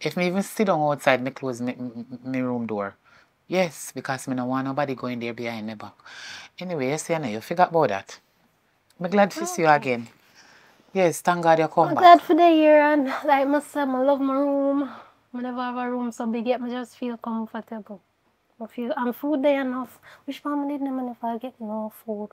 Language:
Jamaican Creole English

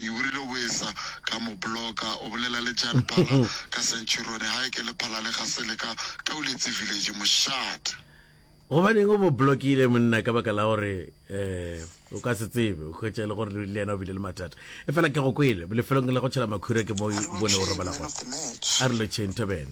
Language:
Northern Sotho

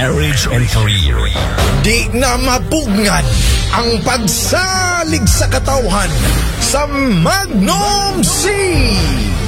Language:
Cebuano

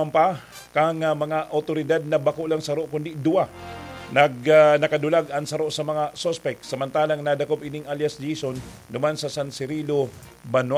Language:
Bikol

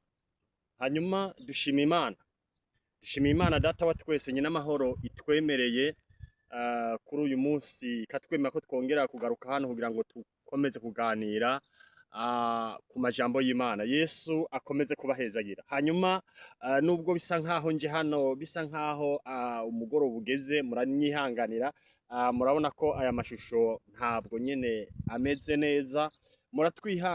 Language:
Rundi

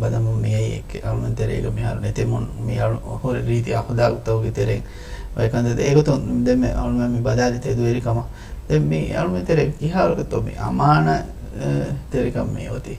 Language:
Divehi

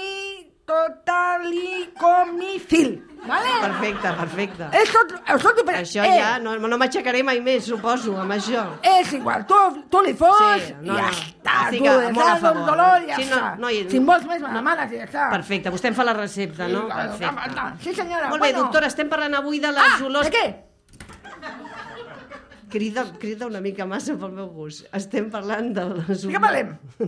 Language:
Catalan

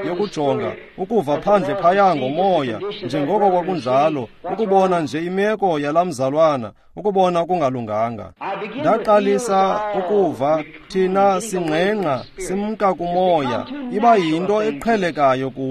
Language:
Xhosa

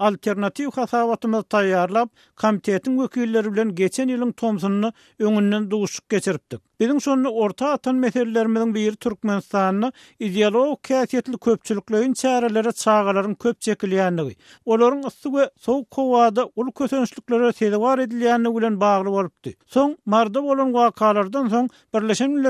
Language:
Turkmen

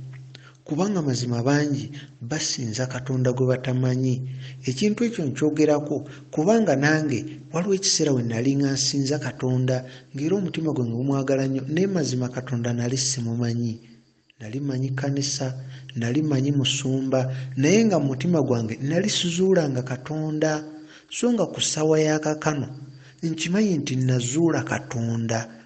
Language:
Ganda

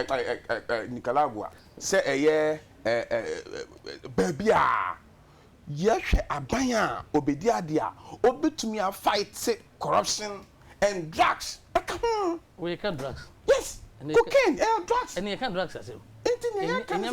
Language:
Akan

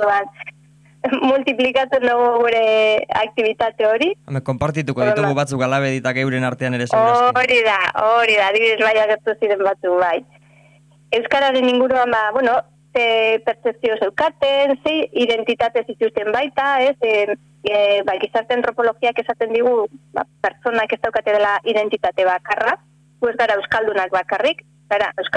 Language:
Basque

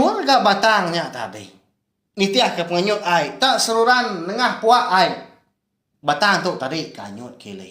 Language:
Iban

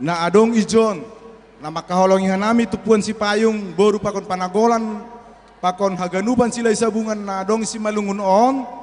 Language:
Batak Simalungun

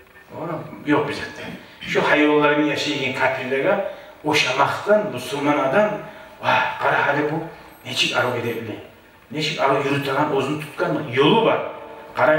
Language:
Kumyk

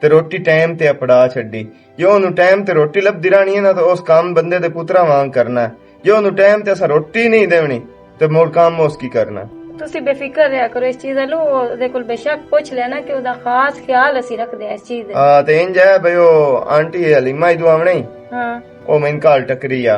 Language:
Western Panjabi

